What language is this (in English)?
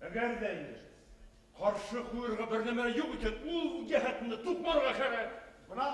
Bashkir